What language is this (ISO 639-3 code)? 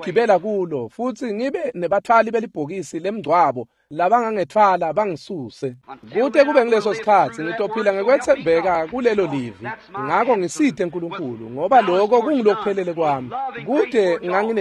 ssw